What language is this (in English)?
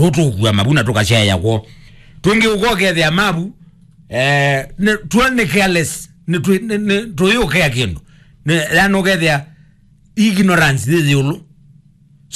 Kamba